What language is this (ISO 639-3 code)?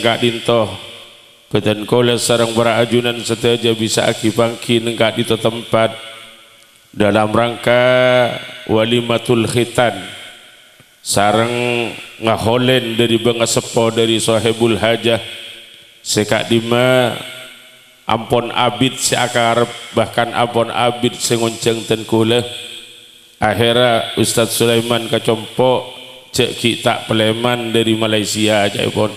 mad